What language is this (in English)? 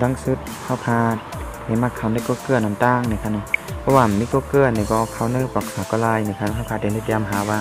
Shan